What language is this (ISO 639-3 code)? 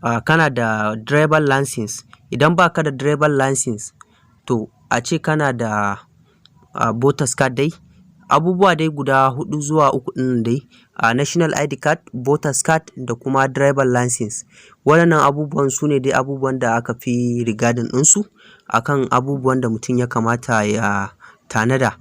hau